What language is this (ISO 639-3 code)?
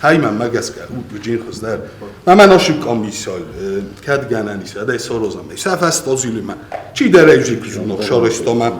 oss